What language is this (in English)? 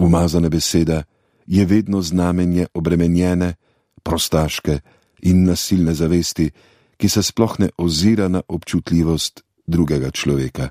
Slovenian